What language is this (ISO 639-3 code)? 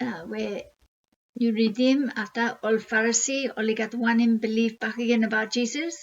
bis